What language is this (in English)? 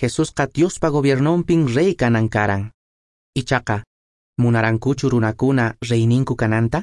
Quechua